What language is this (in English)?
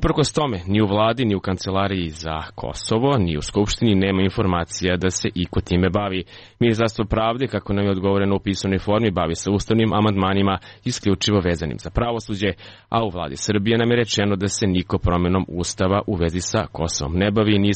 Serbian